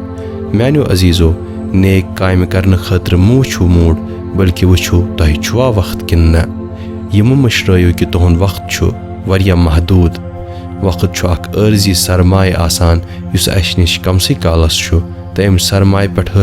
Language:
Kashmiri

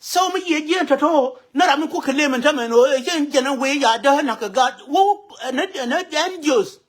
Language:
Nuer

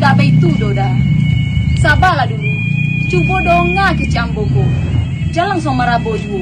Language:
Minangkabau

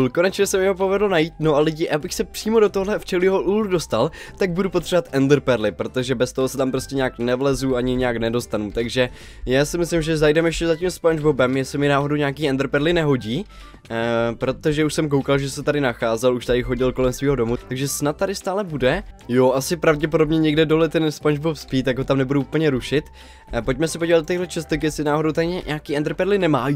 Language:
Czech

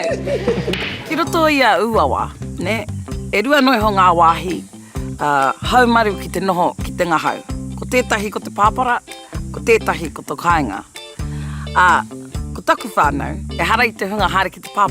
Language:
Māori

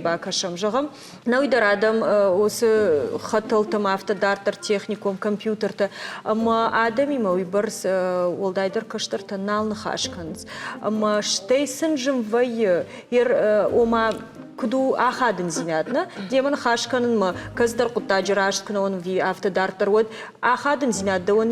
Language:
Ossetic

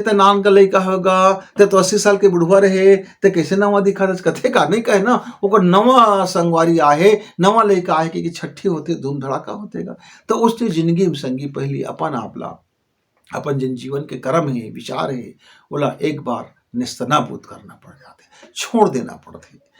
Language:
Chhattisgarhi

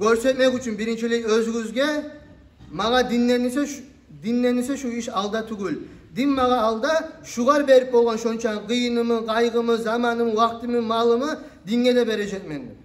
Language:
Kumyk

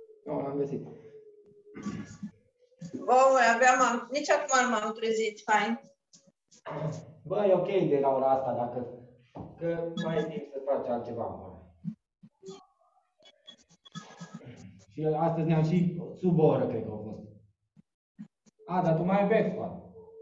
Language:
Romanian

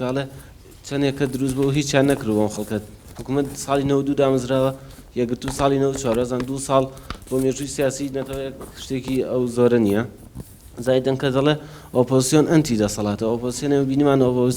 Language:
Central Kurdish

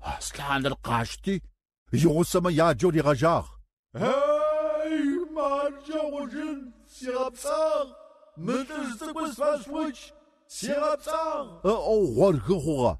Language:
Adyghe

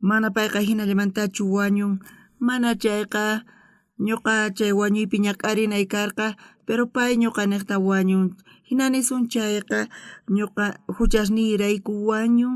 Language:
South Bolivian Quechua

